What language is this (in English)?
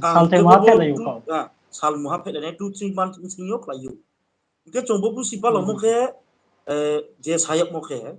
Riang (India)